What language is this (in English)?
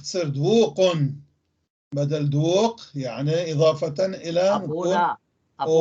North Levantine Arabic